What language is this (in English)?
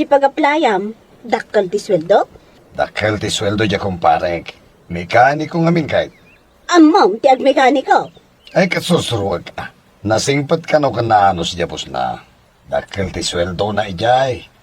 Iloko